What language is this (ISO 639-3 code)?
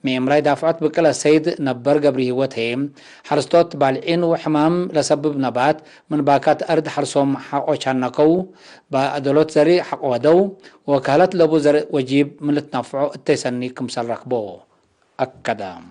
tig